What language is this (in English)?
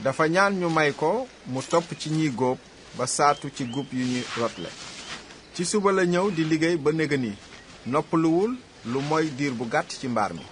Wolof